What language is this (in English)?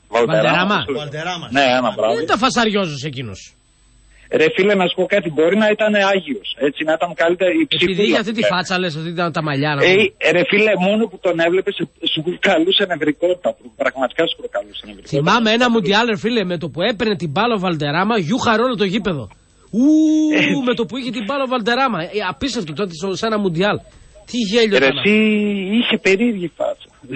Greek